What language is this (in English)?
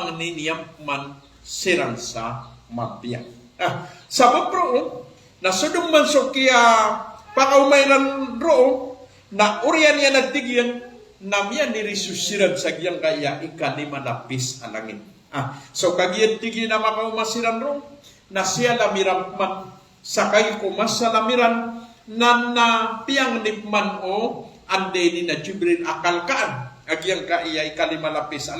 Maranao